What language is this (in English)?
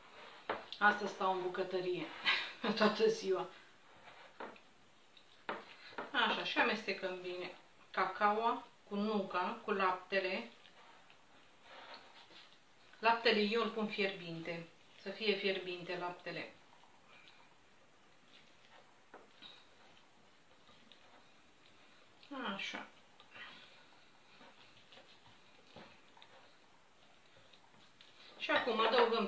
Romanian